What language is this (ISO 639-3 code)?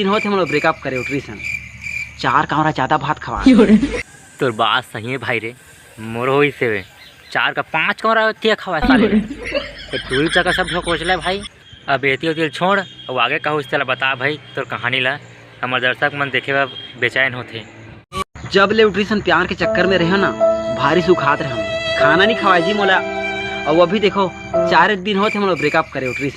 hne